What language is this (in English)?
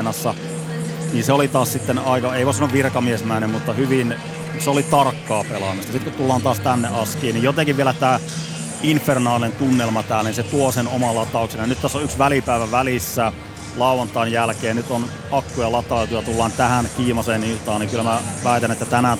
Finnish